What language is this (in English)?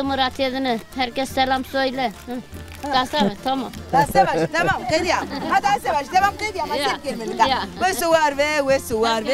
Zaza